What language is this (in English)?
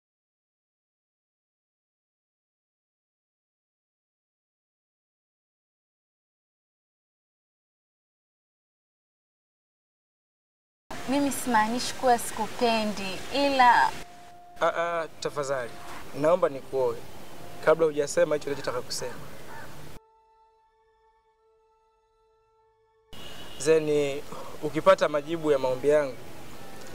Swahili